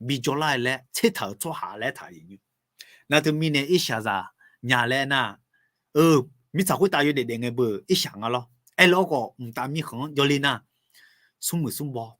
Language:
Akha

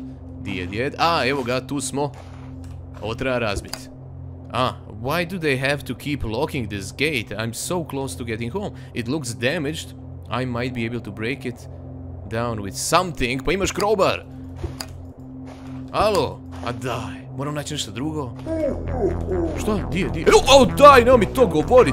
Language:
Croatian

